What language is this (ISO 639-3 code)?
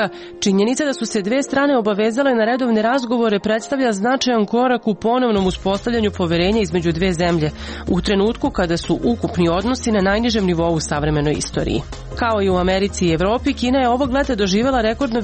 srp